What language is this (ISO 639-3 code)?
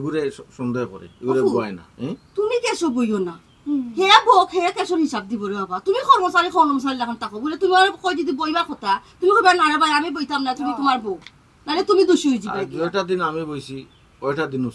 syl